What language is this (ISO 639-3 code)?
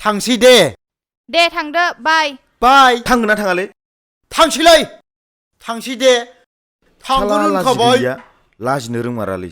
brx